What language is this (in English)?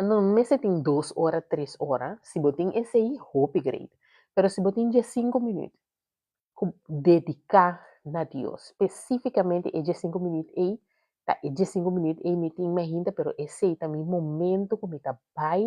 Papiamento